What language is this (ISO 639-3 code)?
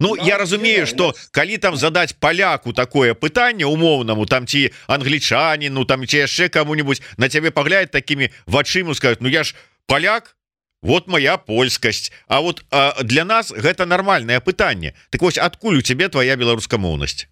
bel